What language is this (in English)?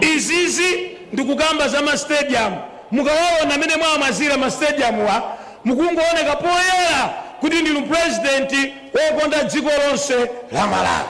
Nyanja